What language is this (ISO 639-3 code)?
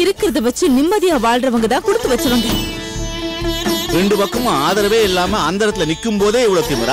tam